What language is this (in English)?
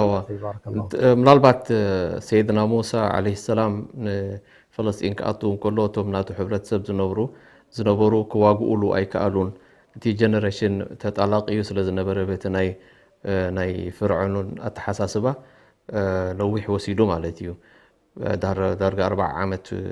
Tigrinya